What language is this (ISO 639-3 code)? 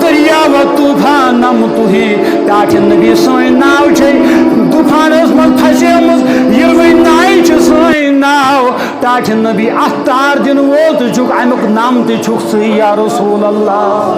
kas